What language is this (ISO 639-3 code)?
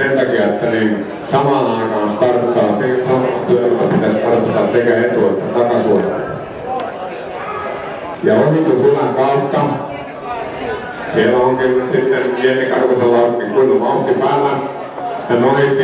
fin